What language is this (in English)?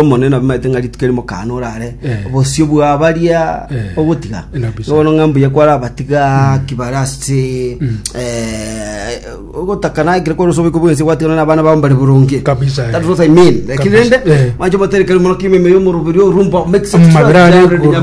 Gusii